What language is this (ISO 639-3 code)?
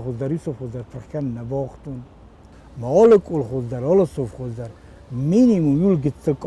oss